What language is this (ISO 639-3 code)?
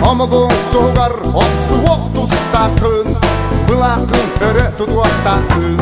sah